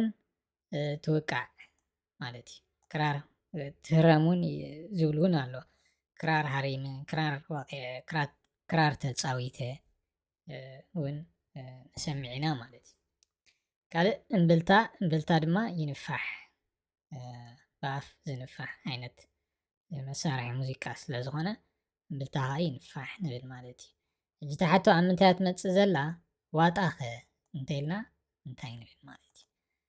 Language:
Tigrinya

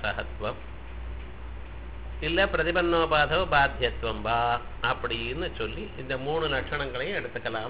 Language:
Tamil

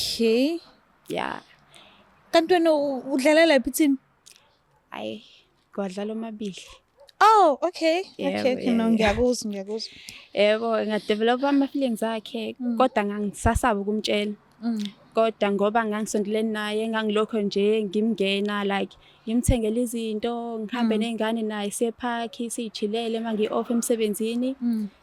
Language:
Zulu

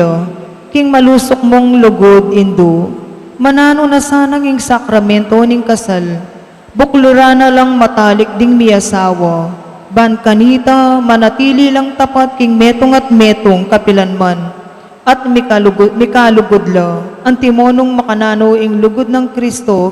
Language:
Pampanga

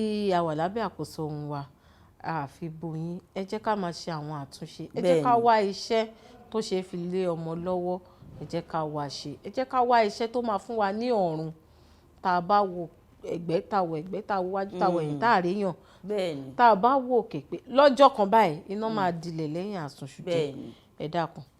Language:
Yoruba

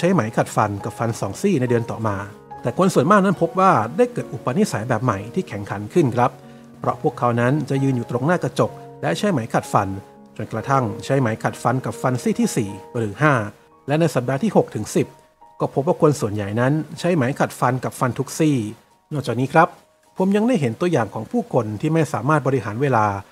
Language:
Thai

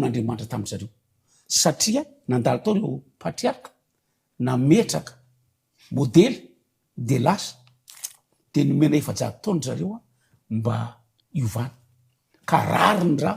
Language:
Malagasy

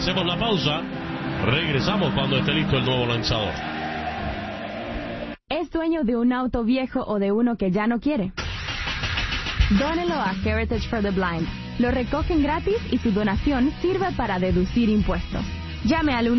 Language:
Spanish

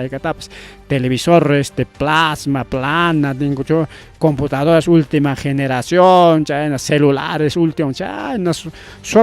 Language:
Ayacucho Quechua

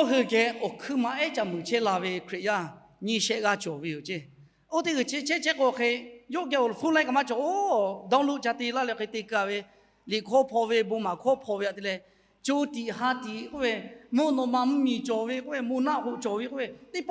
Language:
Lahu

